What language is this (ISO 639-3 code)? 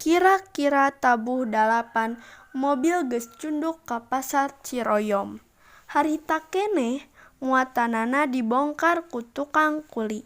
sun